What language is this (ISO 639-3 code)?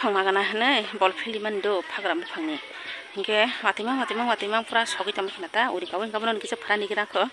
trp